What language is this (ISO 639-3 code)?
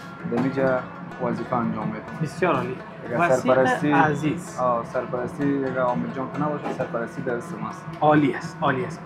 fas